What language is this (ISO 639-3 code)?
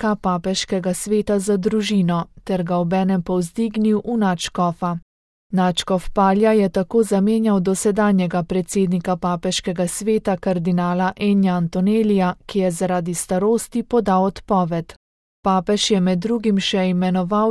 slv